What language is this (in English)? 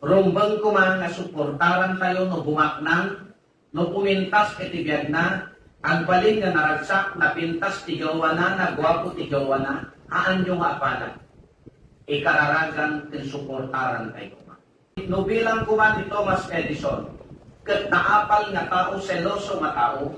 Iloko